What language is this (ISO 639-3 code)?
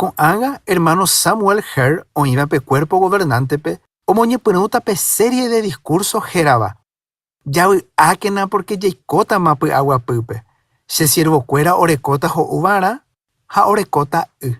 grn